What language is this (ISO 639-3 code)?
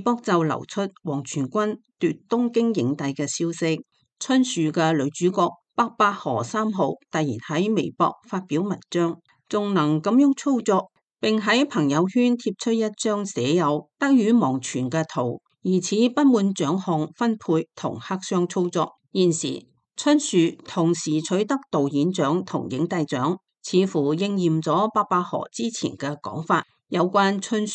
yue